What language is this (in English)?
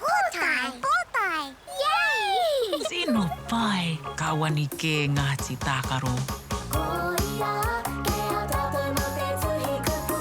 Māori